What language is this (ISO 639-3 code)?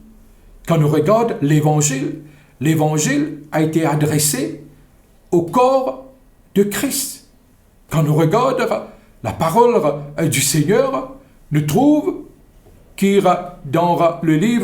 mfe